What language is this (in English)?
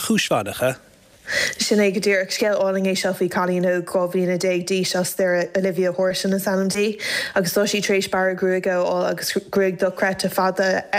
Irish